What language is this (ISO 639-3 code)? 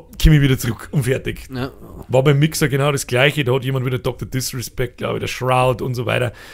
bar